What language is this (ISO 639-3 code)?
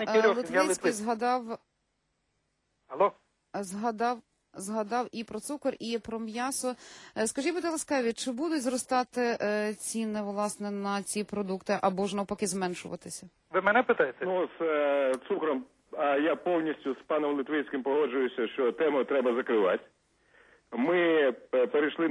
ukr